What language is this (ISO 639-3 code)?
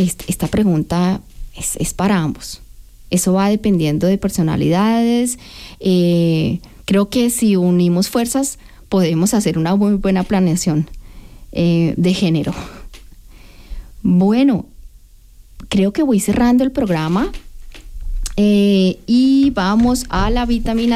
spa